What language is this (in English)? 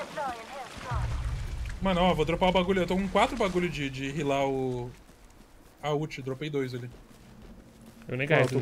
Portuguese